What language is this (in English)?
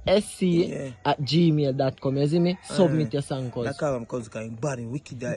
Jamaican Creole English